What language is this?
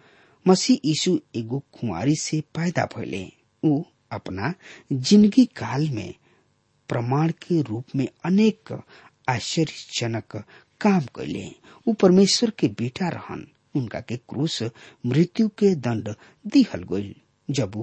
Bhojpuri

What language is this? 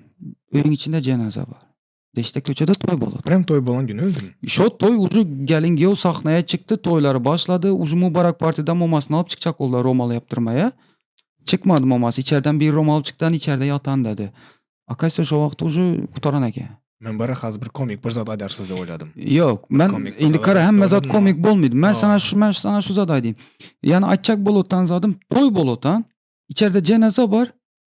Turkmen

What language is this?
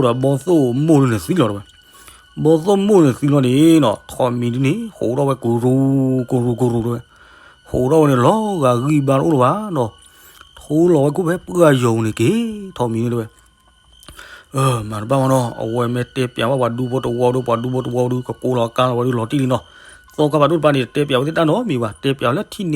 S'gaw Karen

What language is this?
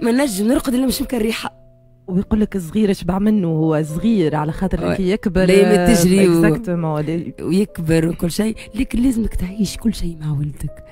Tunisian Arabic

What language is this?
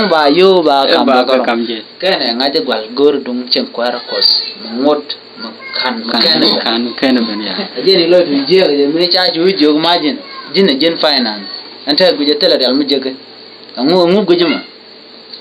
Nuer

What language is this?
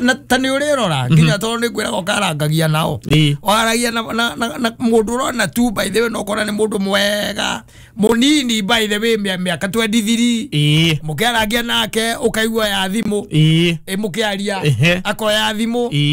Kikuyu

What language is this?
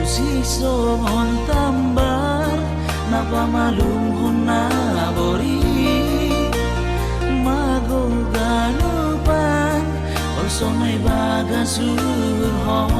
Batak Simalungun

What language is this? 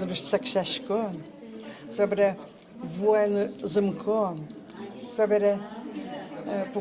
Udmurt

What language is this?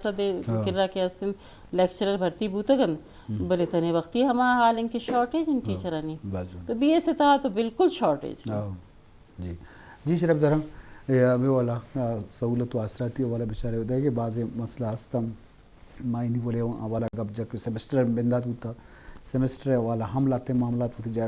Eastern Balochi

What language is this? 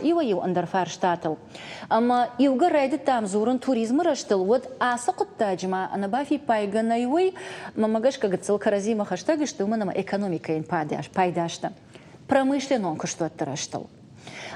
Ossetic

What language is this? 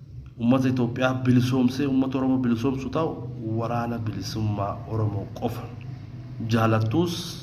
Oromo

